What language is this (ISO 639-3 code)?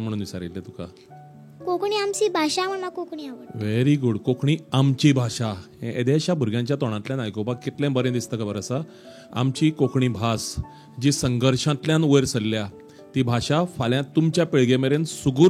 kok